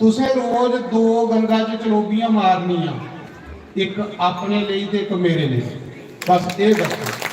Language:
Dogri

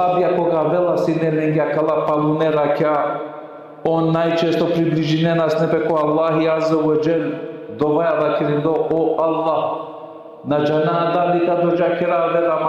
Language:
Balkan Romani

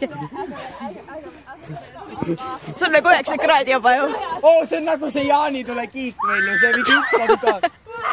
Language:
Estonian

